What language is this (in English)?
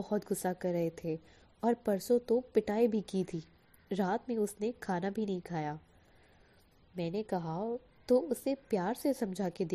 Hindi